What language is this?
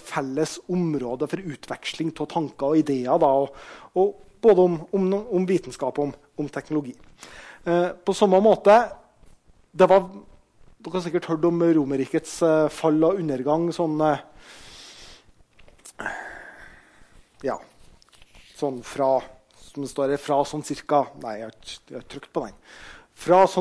Norwegian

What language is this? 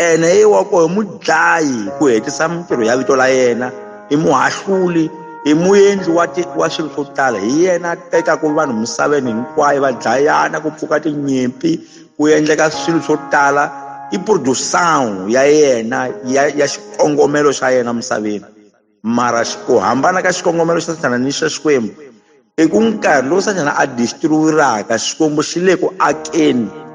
Tsonga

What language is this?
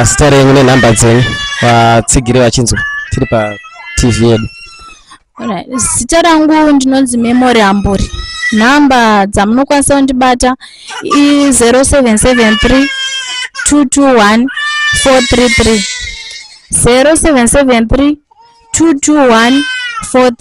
Shona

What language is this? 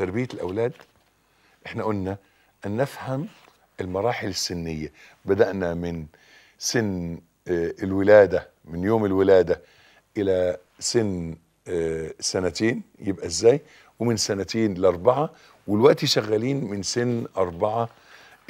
Egyptian Arabic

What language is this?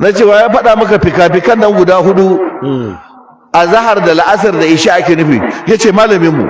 Hausa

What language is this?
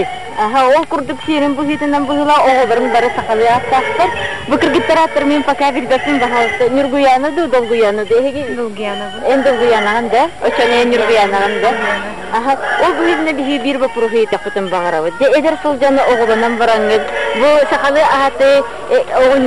Yakut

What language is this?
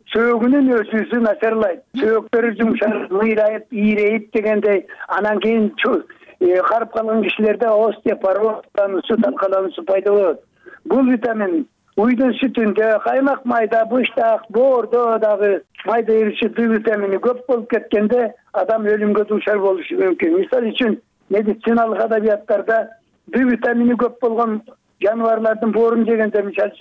Kyrgyz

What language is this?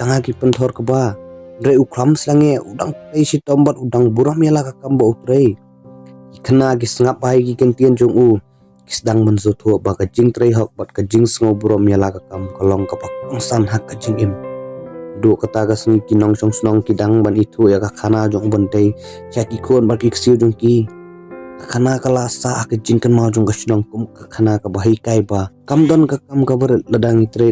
Khasi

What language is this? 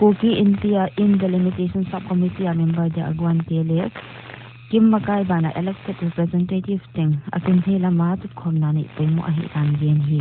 Paite Chin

